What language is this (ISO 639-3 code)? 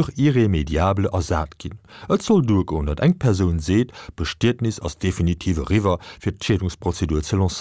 ltz